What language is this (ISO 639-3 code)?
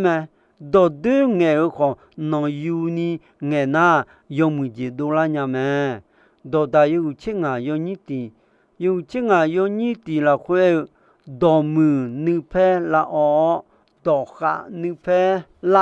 ahk